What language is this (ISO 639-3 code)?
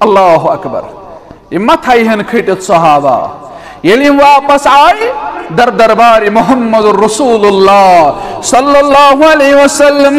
kas